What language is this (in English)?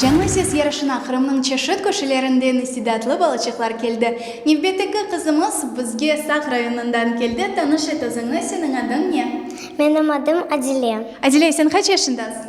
Crimean Tatar